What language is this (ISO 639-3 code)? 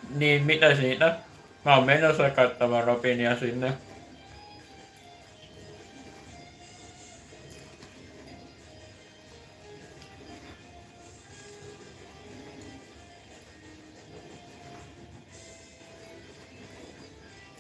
fin